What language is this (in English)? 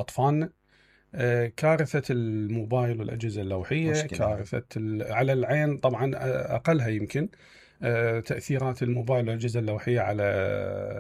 Mesopotamian Arabic